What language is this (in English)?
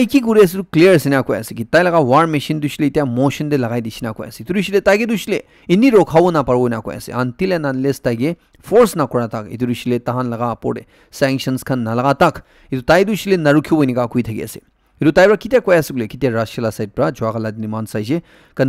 Naga Pidgin